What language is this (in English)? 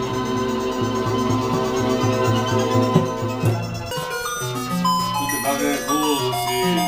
Bulgarian